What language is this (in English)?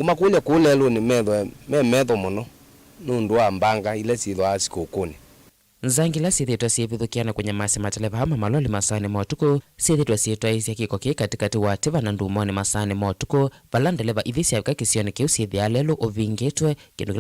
Kamba